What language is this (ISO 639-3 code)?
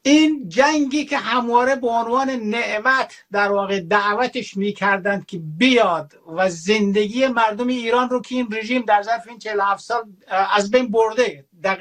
fas